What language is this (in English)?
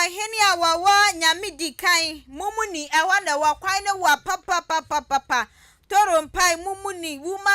Akan